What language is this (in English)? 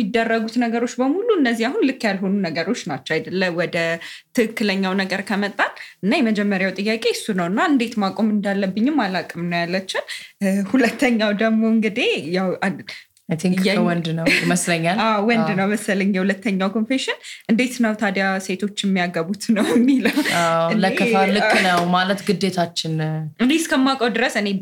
Amharic